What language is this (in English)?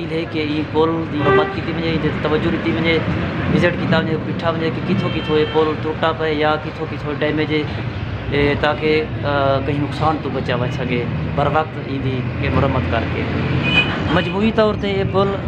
Saraiki